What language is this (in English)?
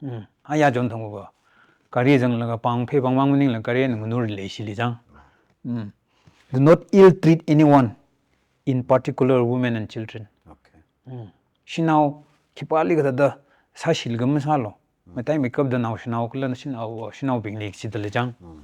Tangkhul Naga (India)